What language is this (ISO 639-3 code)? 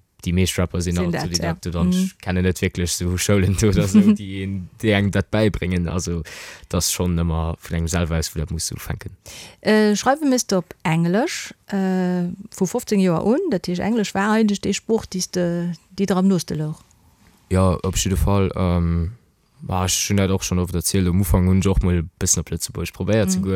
ltz